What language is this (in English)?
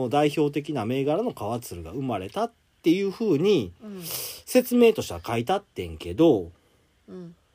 Japanese